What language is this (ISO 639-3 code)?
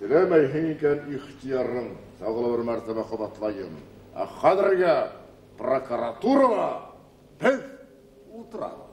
bak